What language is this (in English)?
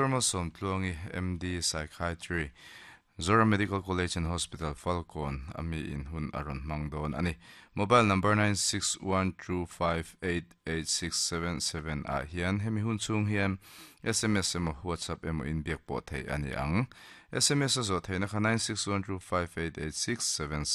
Mizo